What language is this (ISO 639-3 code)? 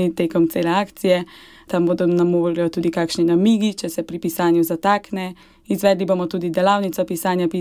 slv